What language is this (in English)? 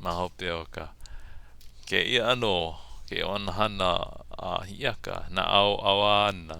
Hawaiian